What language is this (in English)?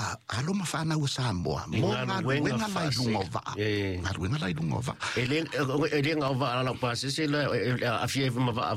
Samoan